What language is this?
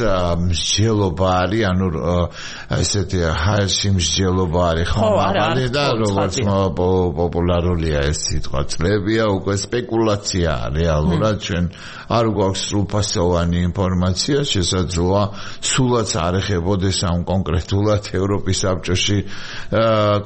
Georgian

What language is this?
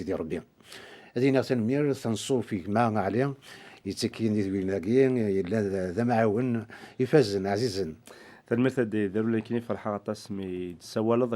Kabyle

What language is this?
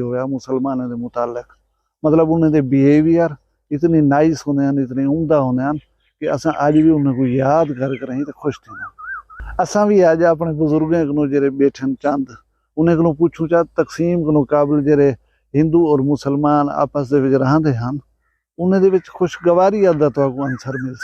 Saraiki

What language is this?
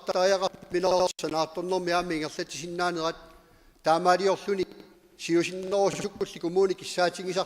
Kalaallisut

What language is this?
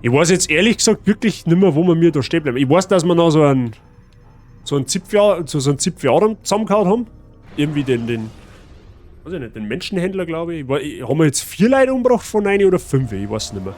Bavarian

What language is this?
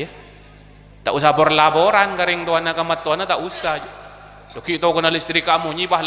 Madurese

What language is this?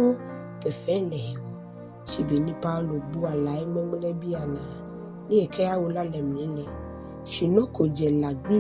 Ga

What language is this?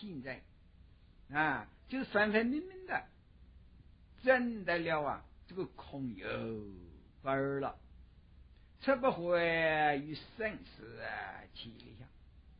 Chinese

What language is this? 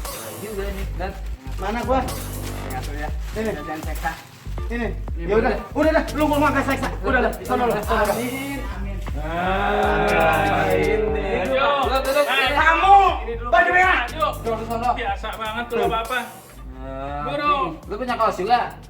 Betawi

